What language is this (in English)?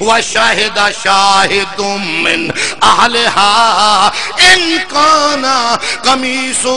Saraiki